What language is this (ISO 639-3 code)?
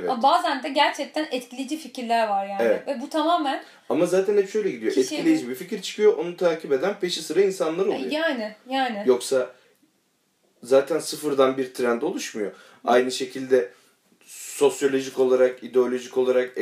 tur